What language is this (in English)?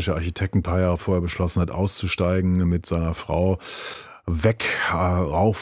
German